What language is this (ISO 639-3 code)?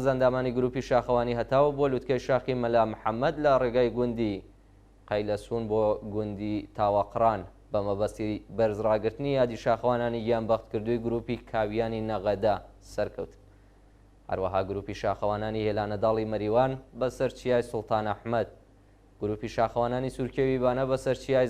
ckb